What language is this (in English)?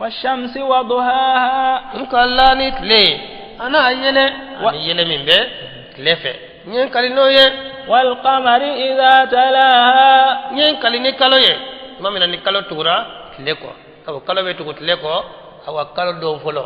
Bambara